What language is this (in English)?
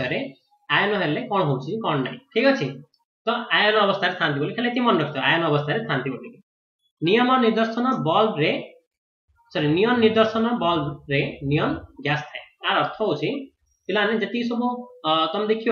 Odia